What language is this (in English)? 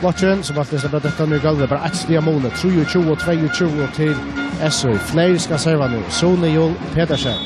Faroese